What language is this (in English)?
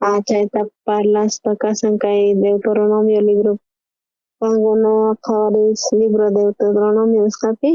South Bolivian Quechua